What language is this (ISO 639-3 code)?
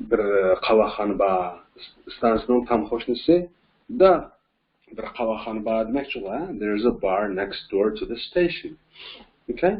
uig